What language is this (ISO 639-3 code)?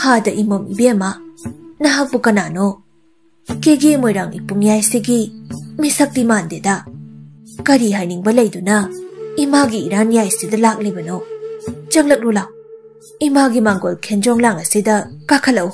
mni